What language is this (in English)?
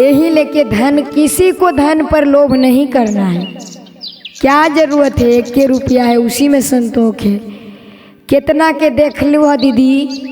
Magahi